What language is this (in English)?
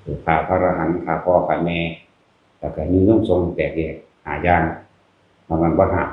Northeastern Thai